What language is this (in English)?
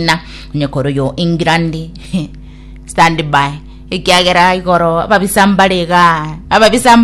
Gusii